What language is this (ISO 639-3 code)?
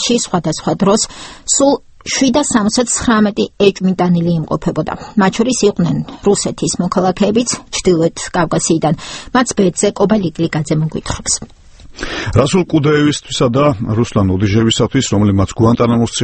kat